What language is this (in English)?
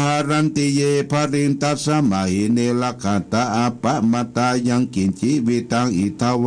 Pali